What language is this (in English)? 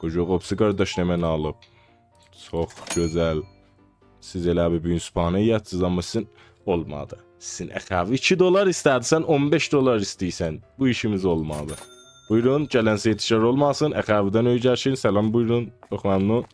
South Azerbaijani